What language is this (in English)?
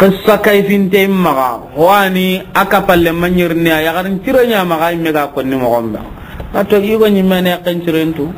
Soninke